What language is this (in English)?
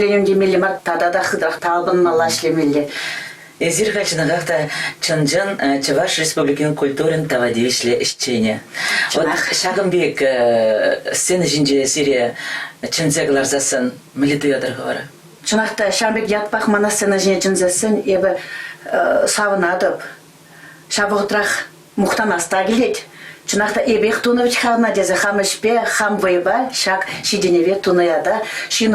Chuvash